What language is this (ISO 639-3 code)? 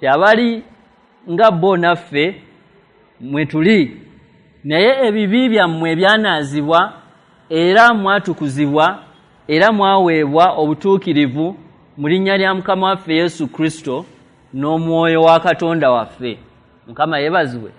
lug